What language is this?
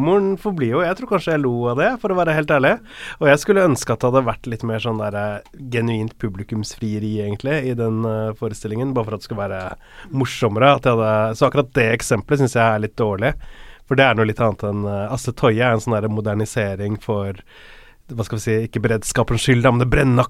Norwegian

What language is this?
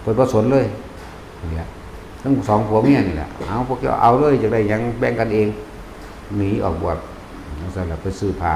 Northeastern Thai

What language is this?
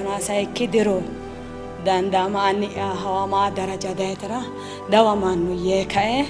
Sidamo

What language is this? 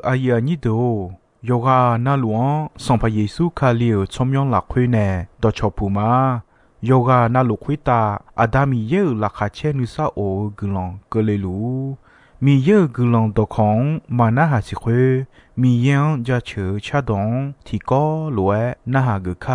Akha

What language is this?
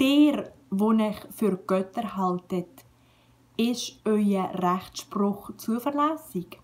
Swiss German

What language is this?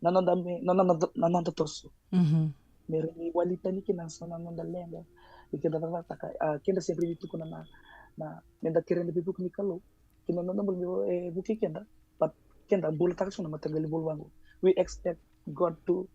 Fijian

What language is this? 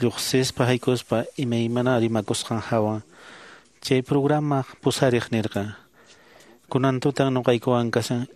Quechua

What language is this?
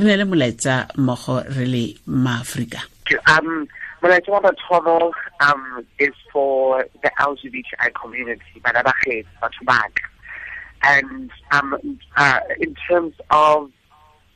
Tswana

